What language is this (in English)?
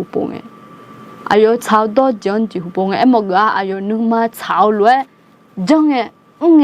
Akha